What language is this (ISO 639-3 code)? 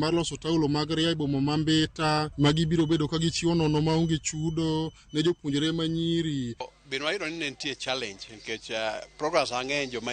luo